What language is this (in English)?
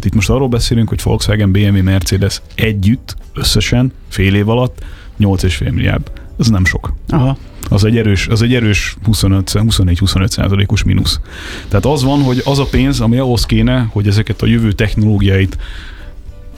Hungarian